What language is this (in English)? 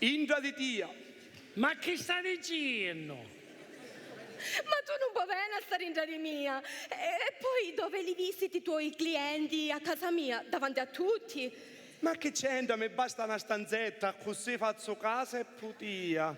Sicilian